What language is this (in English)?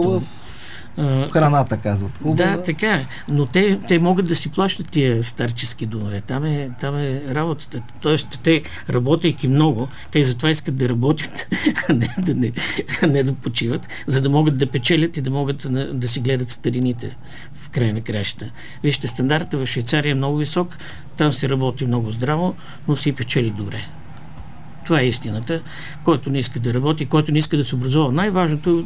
Bulgarian